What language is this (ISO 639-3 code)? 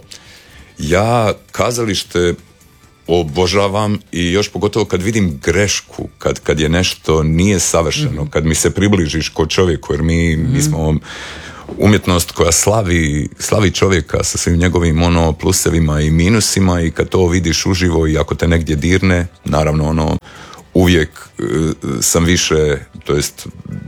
hrv